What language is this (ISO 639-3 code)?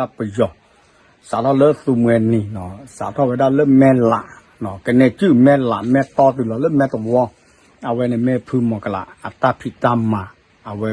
ksw